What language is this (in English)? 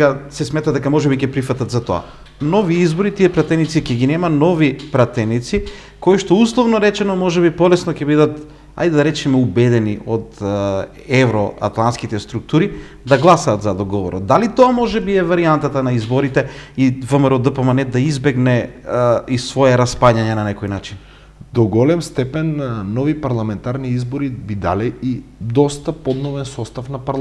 Macedonian